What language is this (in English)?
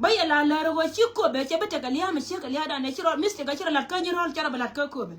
Nuer